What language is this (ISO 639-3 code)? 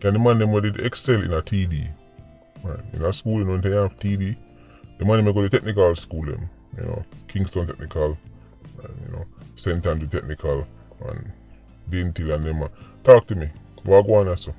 jam